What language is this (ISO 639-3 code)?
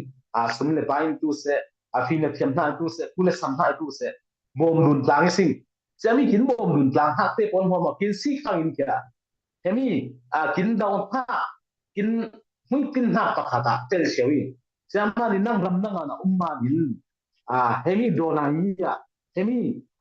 cfm